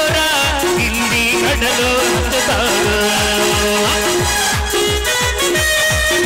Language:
Kannada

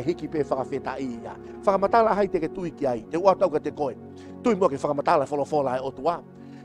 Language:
Tongan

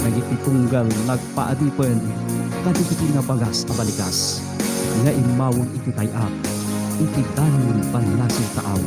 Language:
Iloko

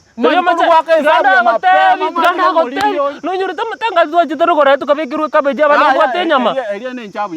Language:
Gusii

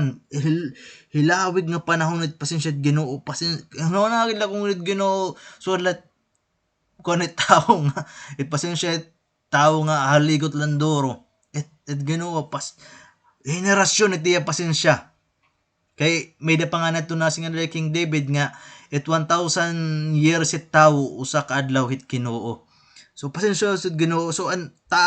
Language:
Waray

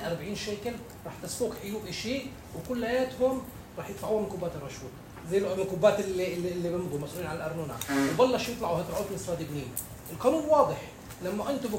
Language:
North Levantine Arabic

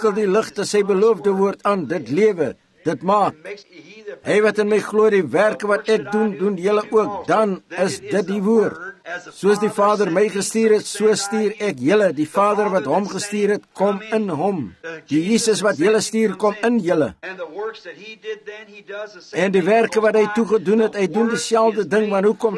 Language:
Afrikaans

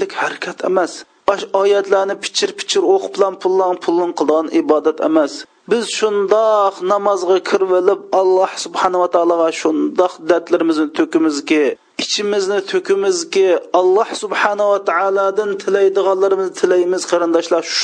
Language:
Uyghur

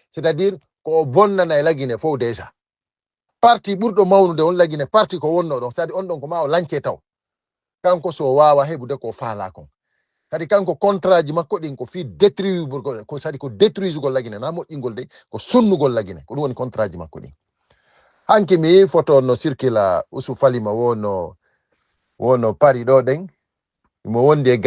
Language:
Fula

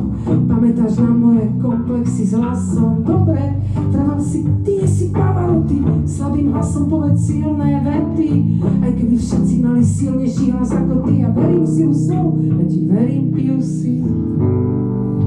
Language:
Slovak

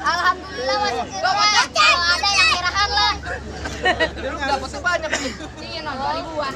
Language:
Betawi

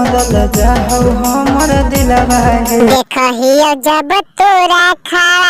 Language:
Magahi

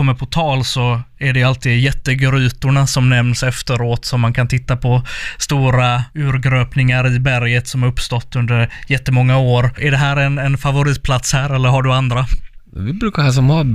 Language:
Swedish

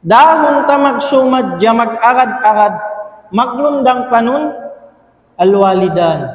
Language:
Tausug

